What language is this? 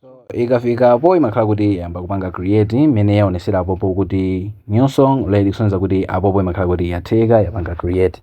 Nyanja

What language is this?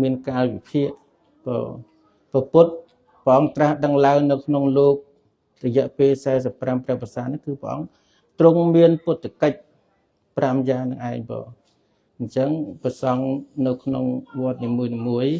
Khmer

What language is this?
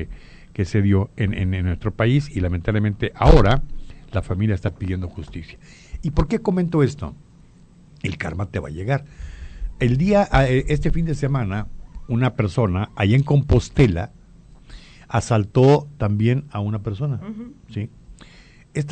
Spanish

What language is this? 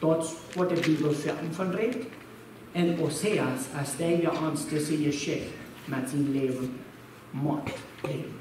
Plautdietsch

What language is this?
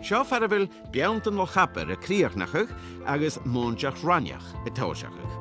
Scottish Gaelic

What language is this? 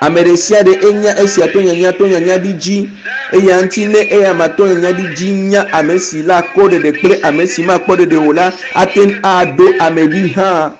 Ewe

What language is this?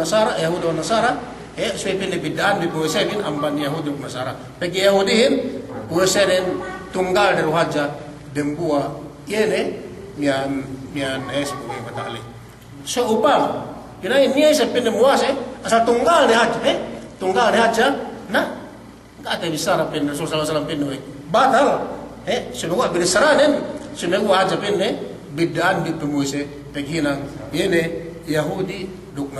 Yakan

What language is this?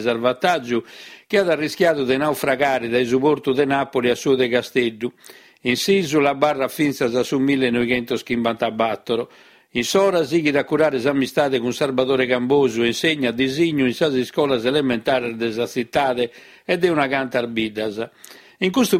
Sardinian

